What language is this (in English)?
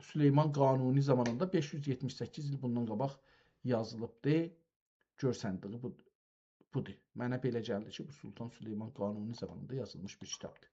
South Azerbaijani